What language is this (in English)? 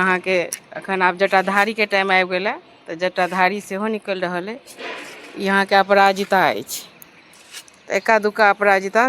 Maithili